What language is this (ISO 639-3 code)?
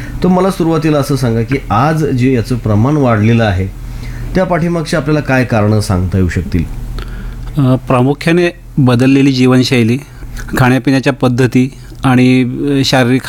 mar